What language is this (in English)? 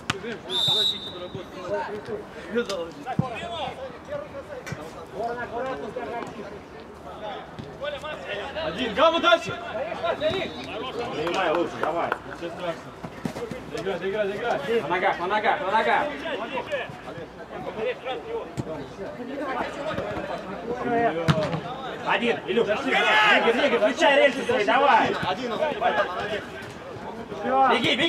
Russian